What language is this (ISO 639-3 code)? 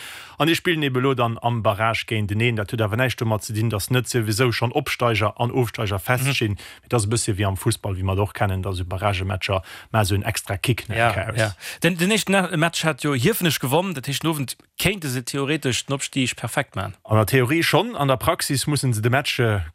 ltz